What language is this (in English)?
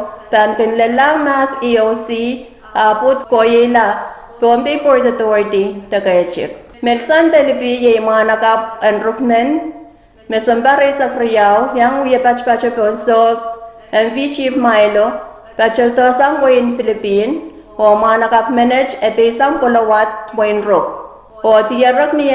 Pohnpeian